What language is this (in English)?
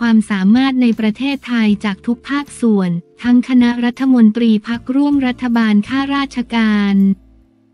Thai